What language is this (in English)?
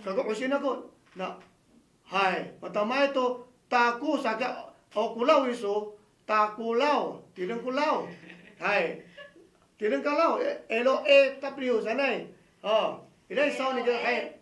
Amis